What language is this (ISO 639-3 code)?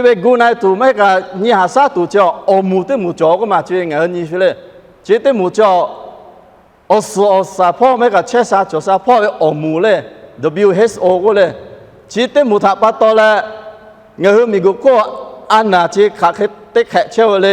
lhu